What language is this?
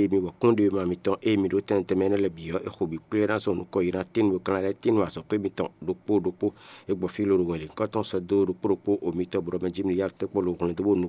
Fon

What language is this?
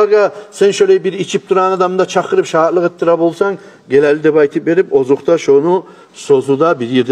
Kumyk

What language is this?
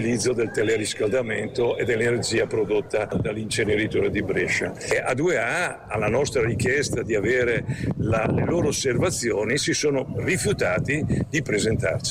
Italian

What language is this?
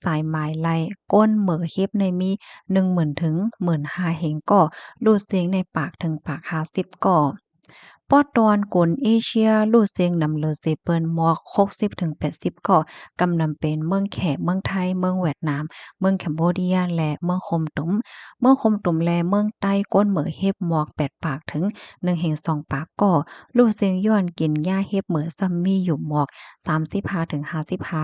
Shan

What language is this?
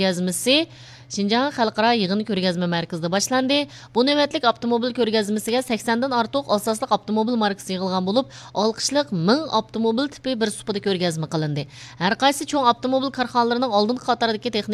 Uyghur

